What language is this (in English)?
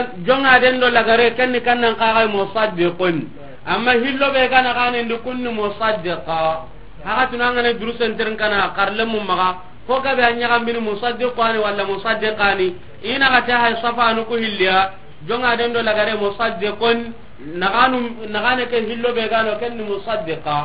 Soninke